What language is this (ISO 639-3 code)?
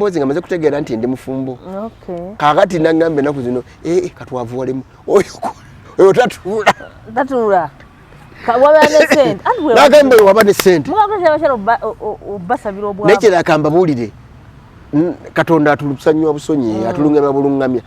lug